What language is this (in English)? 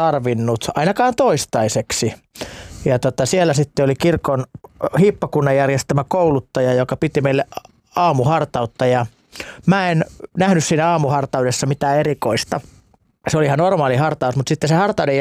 Finnish